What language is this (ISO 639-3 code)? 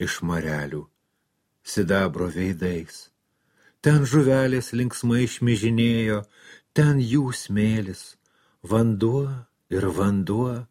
lit